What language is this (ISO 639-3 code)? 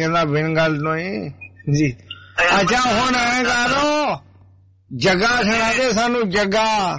pan